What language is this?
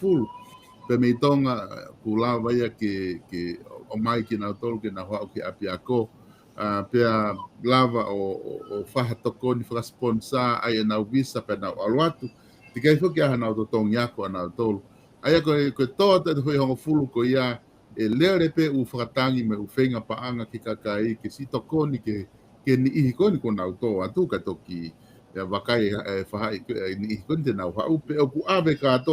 Tongan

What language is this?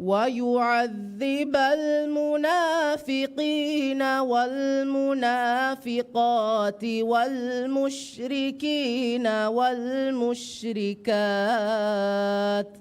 Divehi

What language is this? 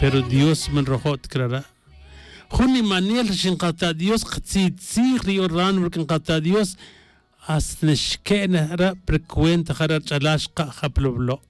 Tz'utujil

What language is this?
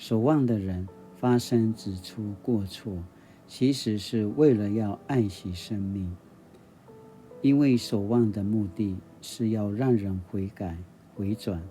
Paiwan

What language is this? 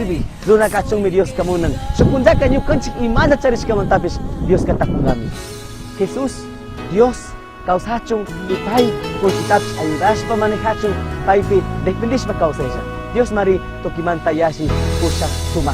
Chimborazo Highland Quichua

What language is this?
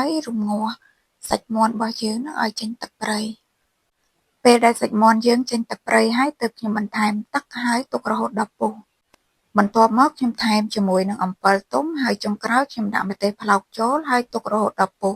Khmer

